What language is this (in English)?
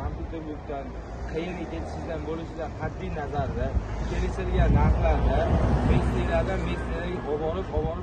Uzbek